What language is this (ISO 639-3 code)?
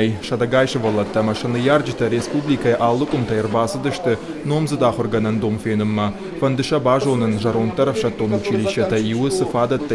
oss